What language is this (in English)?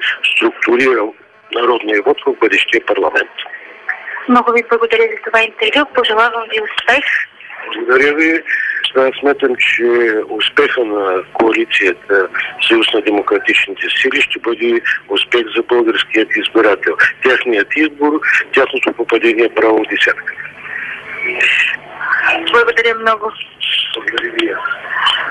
Bulgarian